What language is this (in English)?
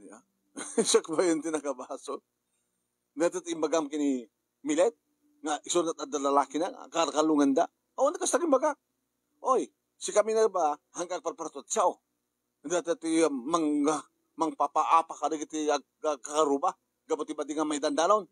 Iloko